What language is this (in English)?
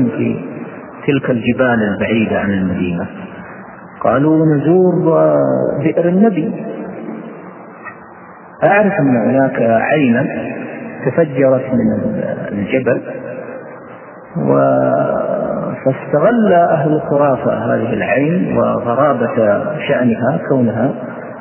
Arabic